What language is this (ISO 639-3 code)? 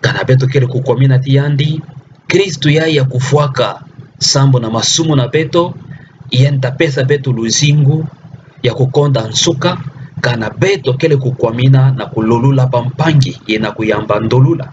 ktu